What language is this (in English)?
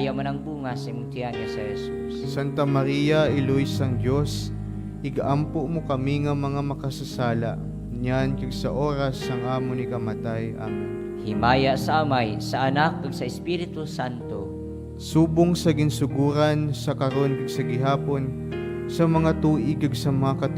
Hiligaynon